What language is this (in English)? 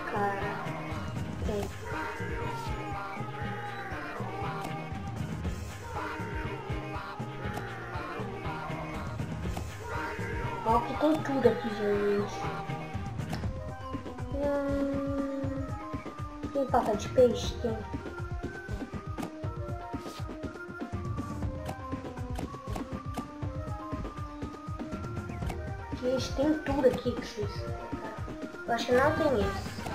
Portuguese